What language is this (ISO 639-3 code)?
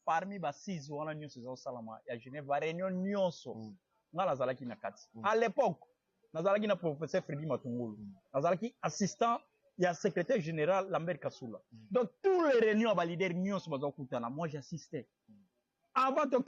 lin